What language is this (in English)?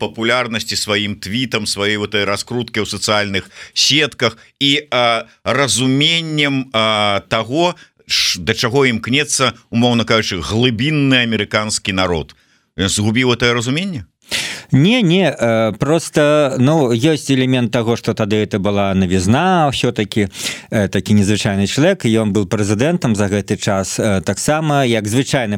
Belarusian